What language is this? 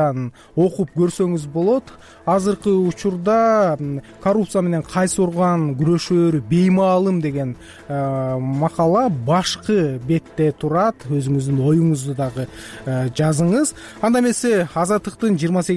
Kyrgyz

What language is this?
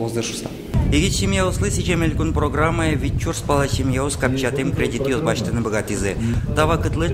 Udmurt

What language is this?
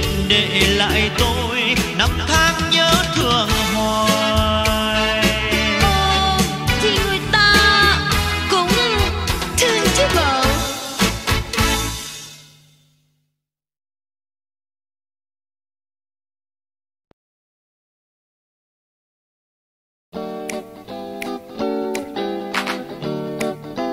Vietnamese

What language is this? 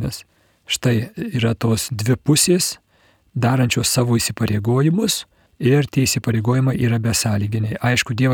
Lithuanian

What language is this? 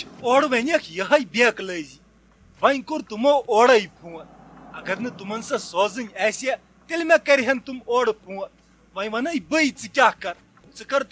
Kashmiri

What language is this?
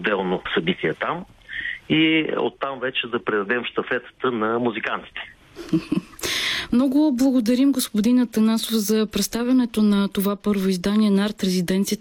Bulgarian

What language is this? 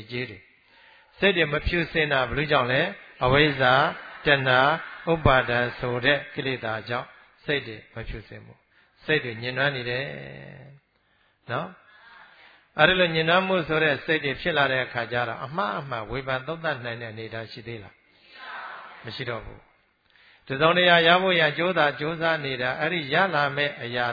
Burmese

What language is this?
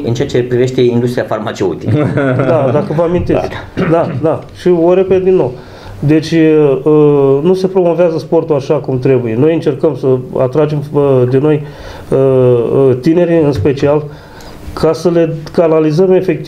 Romanian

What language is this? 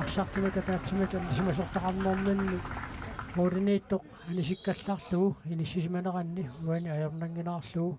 Kalaallisut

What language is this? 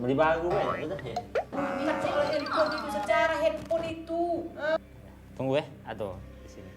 Musi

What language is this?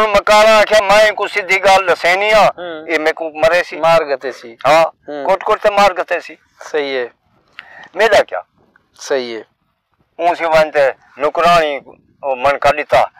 Saraiki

